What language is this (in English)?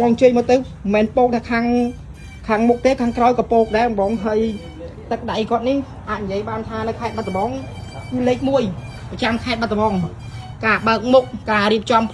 Khmer